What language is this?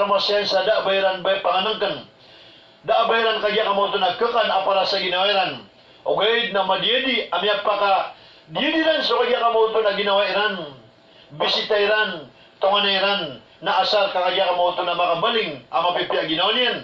Maranao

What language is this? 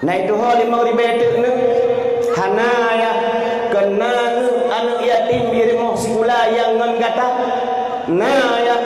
Achinese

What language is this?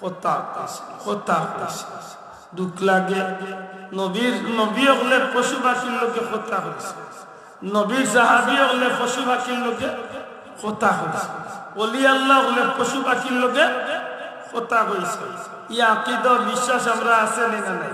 Sylheti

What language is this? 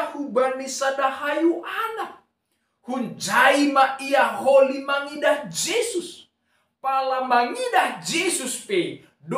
Batak Simalungun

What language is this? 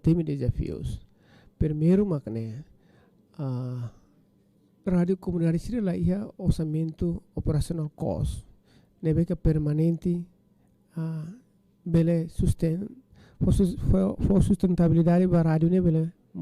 Tetum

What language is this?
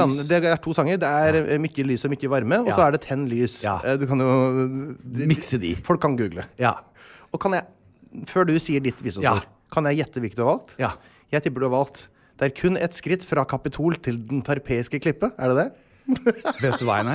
Norwegian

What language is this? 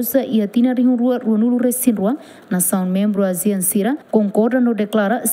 Tetum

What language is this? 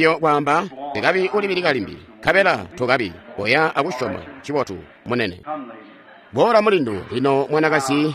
Tonga (Zambia)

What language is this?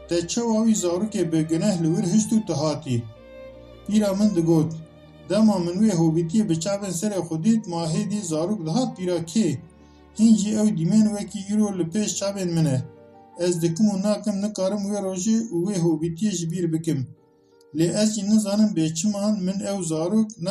Kurdish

